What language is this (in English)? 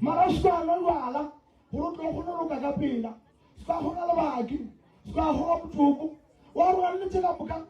Northern Sotho